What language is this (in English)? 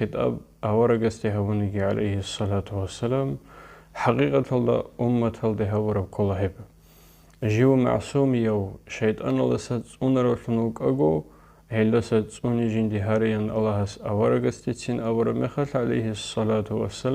Avaric